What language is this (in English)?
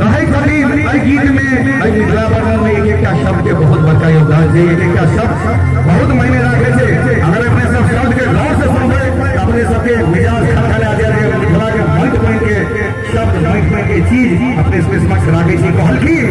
Maithili